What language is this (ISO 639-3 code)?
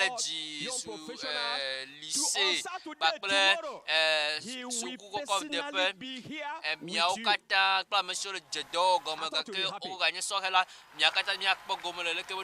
ewe